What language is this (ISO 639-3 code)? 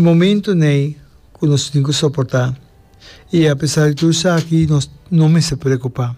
pap